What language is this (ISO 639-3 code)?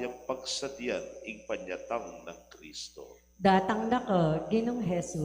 pam